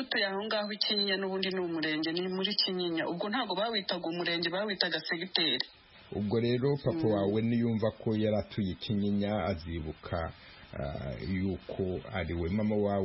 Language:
Kinyarwanda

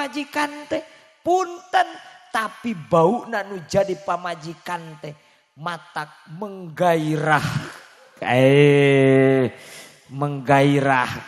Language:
Sundanese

